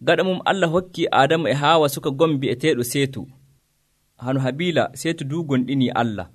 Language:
Nigerian Fulfulde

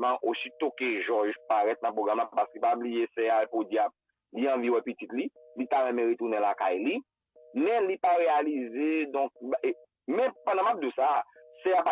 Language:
Haitian Creole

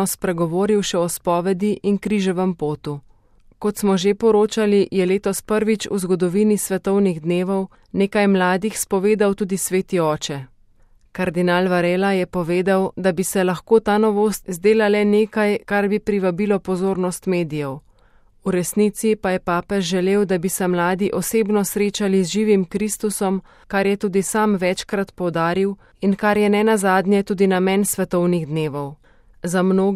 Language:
Slovenian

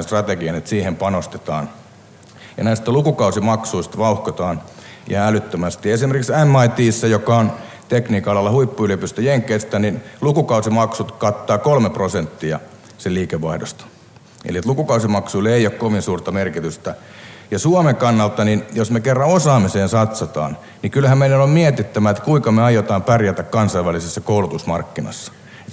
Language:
Finnish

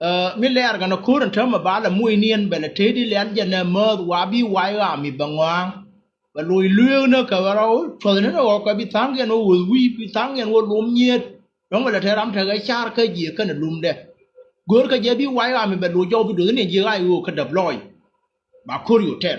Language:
Nuer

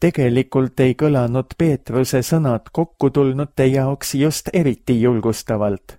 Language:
Estonian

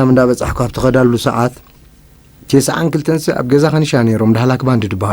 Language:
Tigrinya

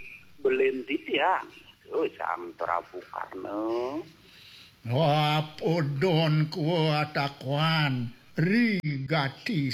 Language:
Balinese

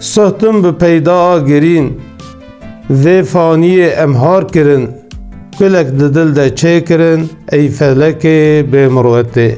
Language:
Kurdish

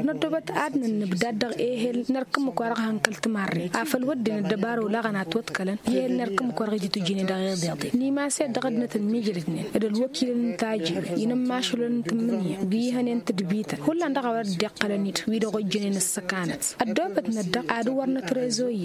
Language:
Tamasheq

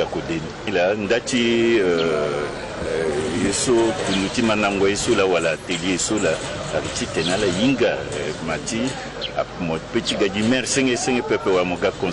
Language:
Sango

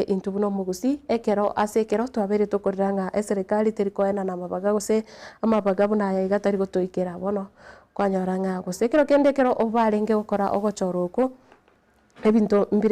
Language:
Gusii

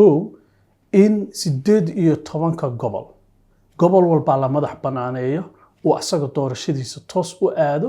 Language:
Somali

